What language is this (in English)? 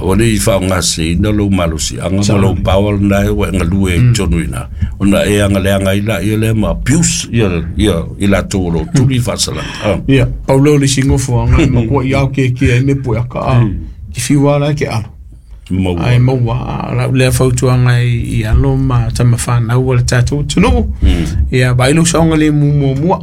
Samoan